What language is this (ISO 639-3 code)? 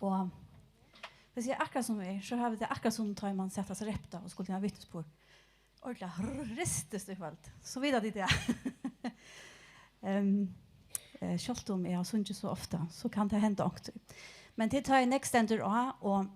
fao